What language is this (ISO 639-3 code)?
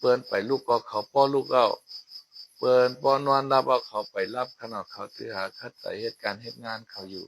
shn